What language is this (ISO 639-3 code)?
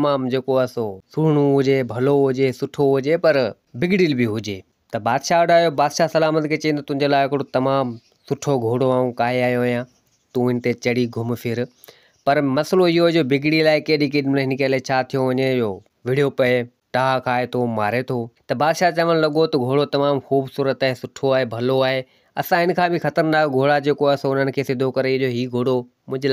snd